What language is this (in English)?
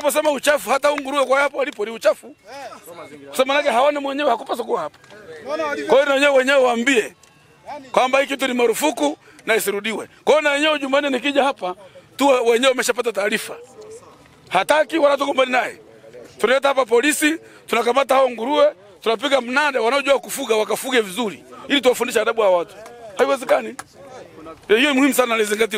Swahili